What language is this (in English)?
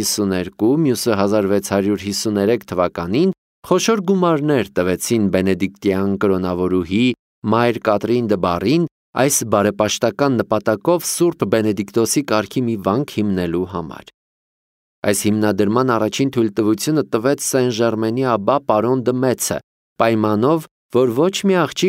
Armenian